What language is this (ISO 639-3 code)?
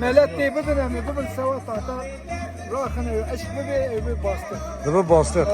kur